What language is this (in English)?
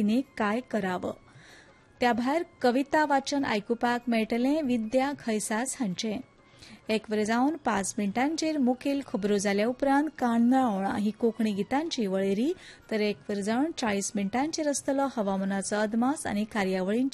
Konkani